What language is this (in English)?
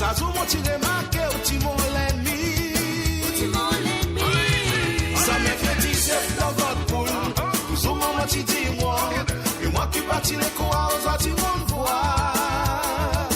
Morisyen